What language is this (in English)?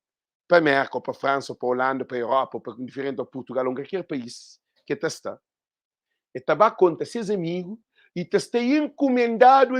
Kabuverdianu